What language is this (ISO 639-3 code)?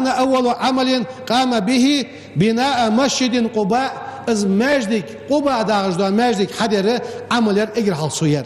inh